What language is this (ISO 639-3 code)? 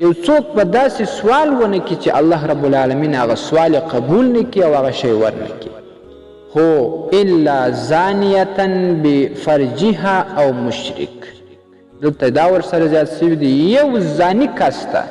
pus